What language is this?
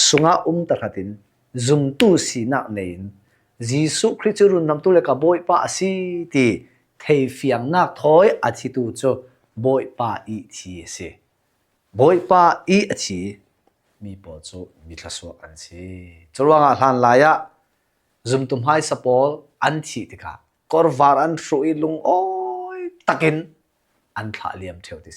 Falam Chin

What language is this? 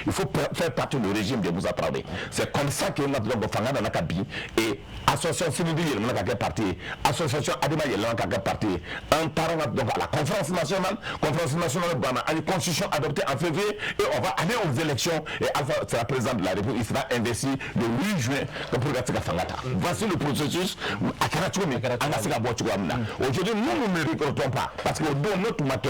Bambara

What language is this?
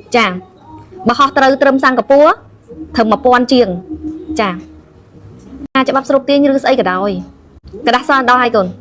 Khmer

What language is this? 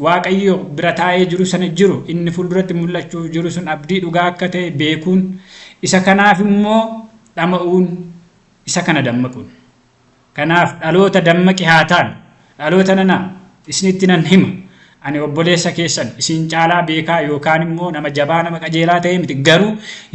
Oromo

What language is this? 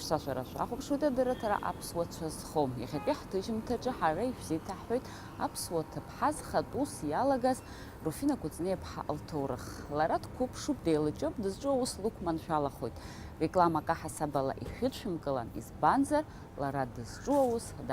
Abkhazian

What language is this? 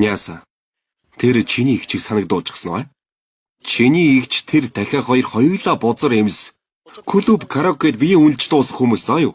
Mongolian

